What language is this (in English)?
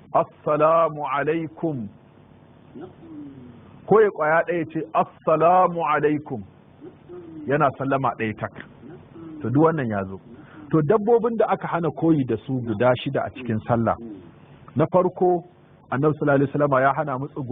Hausa